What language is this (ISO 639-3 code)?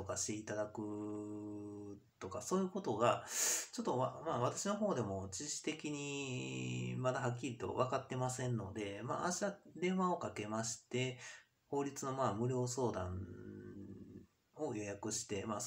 jpn